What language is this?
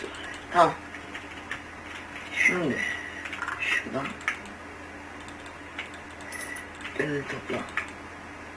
Turkish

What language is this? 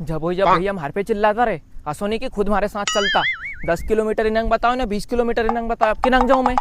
Rajasthani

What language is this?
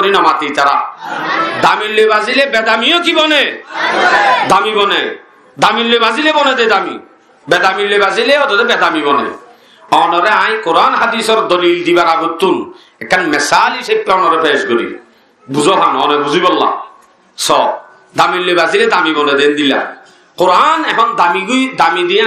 Rohingya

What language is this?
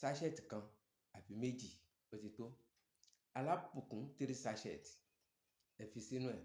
Yoruba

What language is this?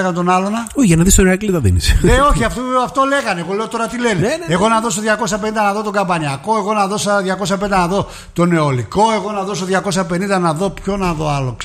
Greek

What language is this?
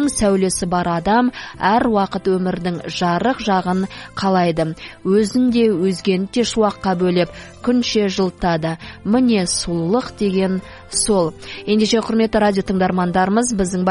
Kazakh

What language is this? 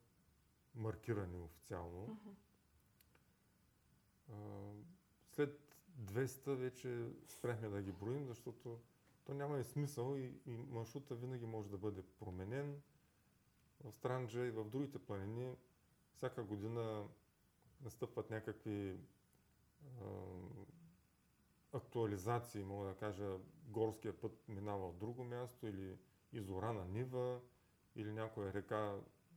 Bulgarian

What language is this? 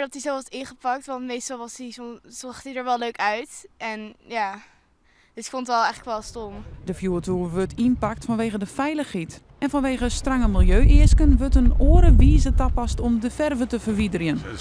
Western Frisian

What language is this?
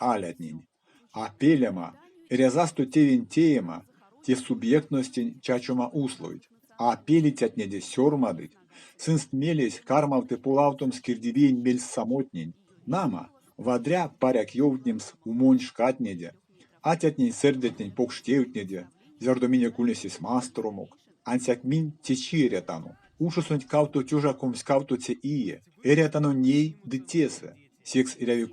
Erzya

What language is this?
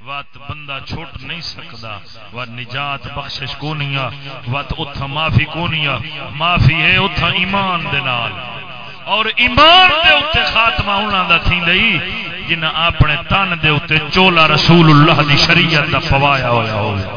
Saraiki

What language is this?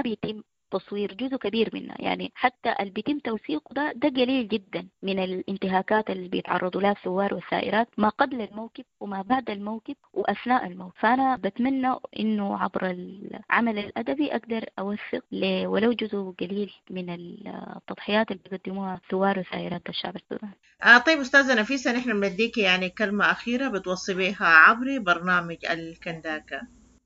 Sudanese Arabic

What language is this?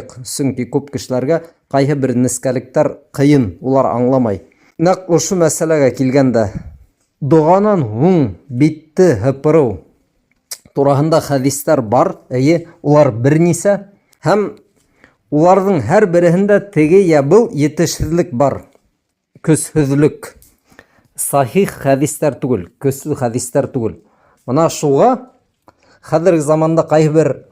Bashkir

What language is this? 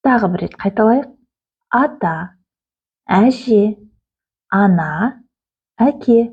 Kazakh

